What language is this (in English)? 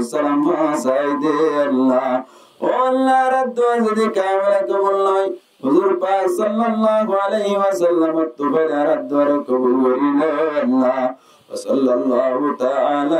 Rohingya